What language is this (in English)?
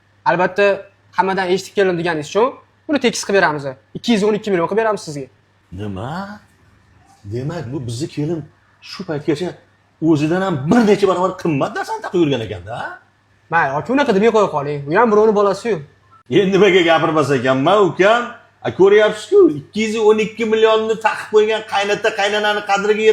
Uzbek